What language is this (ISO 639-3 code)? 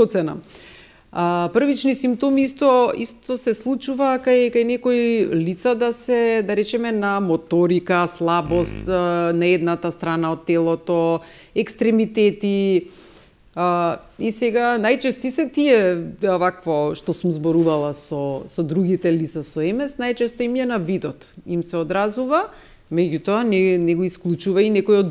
mkd